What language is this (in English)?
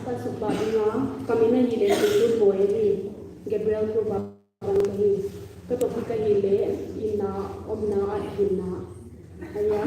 Paite Chin